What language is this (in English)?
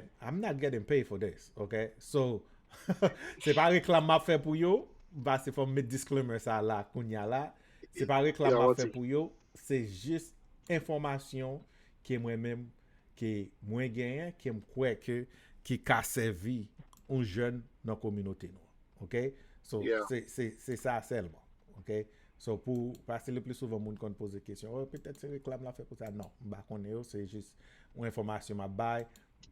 Haitian Creole